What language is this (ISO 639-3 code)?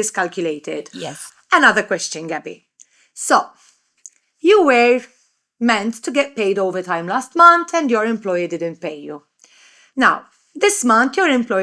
eng